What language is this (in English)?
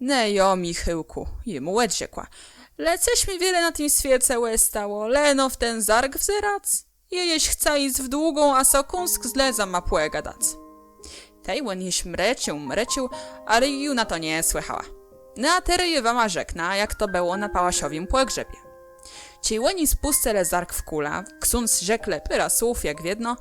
Kashubian